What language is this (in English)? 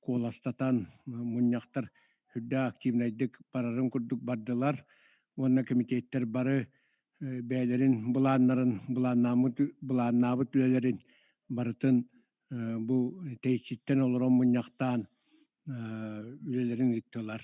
Yakut